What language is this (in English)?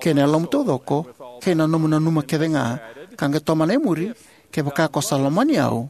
Fijian